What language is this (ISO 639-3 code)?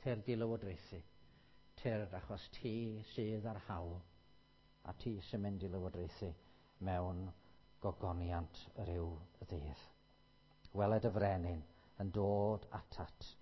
cym